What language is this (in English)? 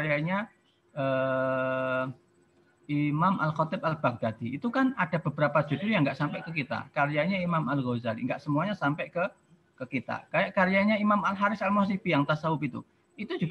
Indonesian